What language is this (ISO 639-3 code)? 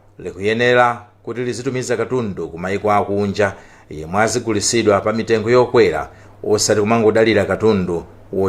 nya